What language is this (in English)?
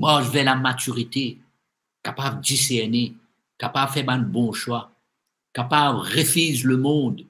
Morisyen